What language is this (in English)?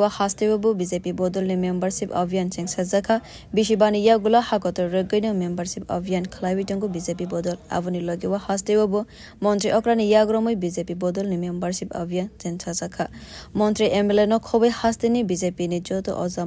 Kok Borok